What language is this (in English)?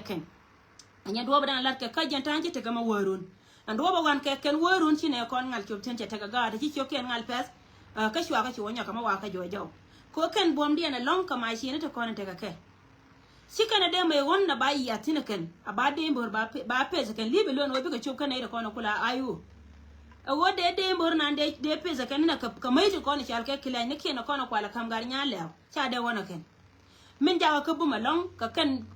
Nuer